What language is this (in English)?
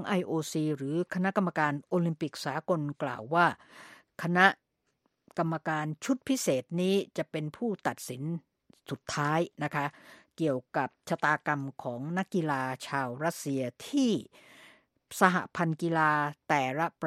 Thai